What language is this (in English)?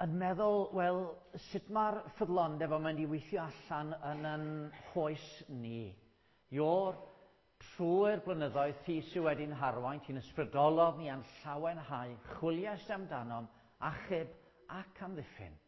Welsh